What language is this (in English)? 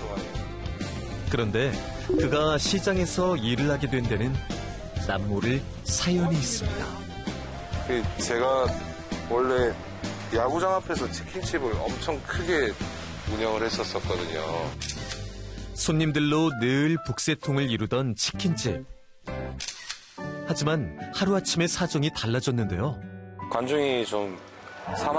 Korean